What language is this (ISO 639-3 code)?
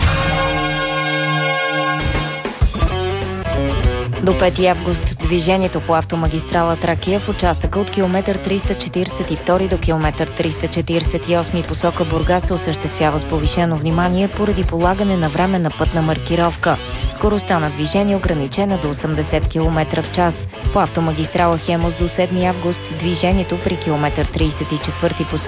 bul